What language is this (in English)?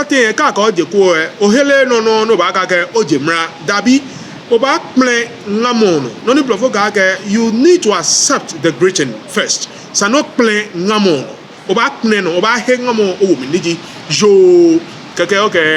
Ga